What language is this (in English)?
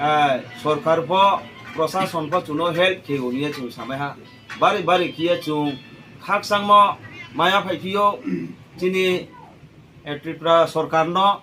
Riang (India)